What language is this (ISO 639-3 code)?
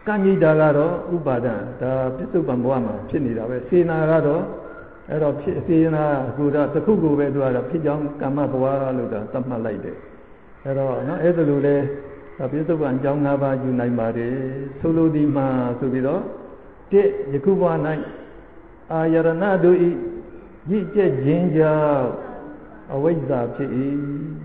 mya